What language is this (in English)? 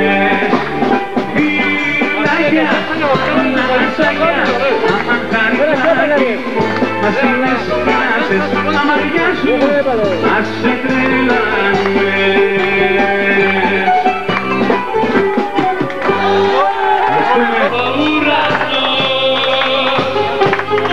Greek